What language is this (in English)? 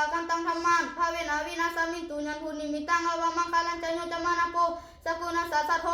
Pali